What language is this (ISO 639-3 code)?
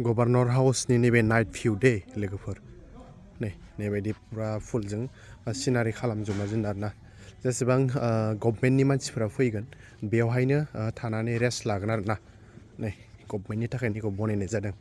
brx